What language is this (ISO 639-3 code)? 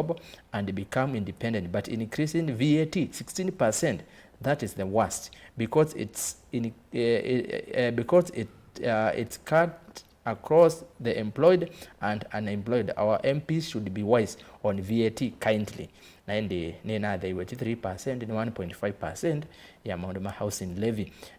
kam